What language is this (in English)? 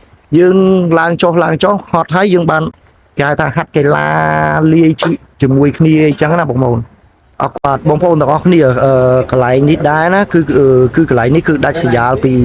Khmer